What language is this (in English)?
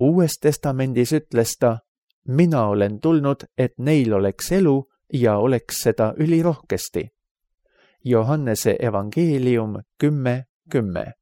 Estonian